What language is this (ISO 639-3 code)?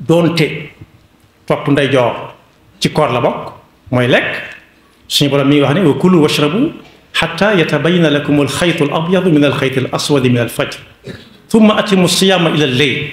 wol